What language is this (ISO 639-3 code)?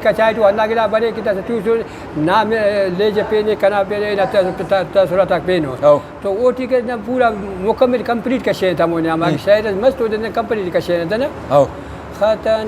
brh